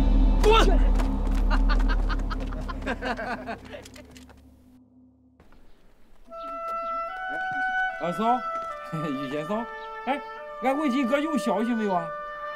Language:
Chinese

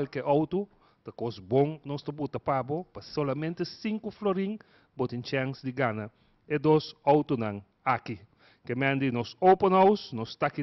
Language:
Papiamento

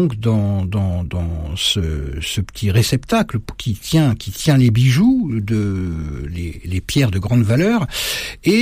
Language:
French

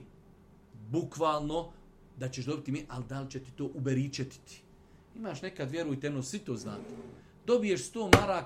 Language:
Bosnian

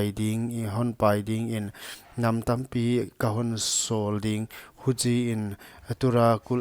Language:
Paite Chin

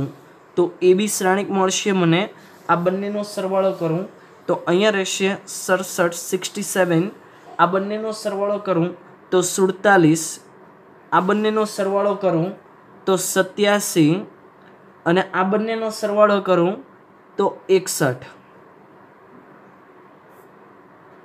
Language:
Gujarati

